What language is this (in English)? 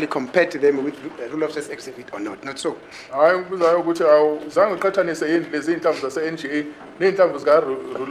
Zulu